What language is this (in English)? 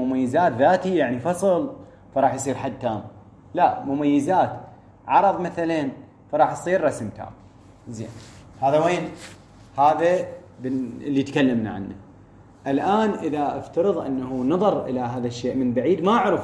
Mesopotamian Arabic